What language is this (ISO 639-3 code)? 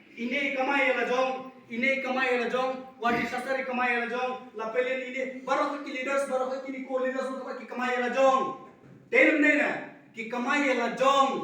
kha